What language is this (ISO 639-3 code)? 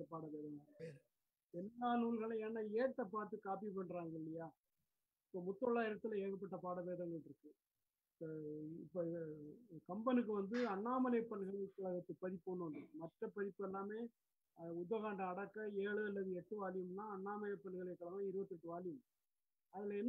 tam